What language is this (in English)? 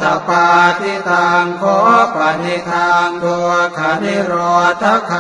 Pali